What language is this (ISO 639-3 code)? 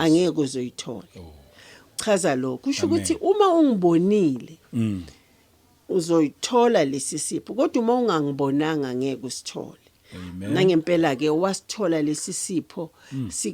zul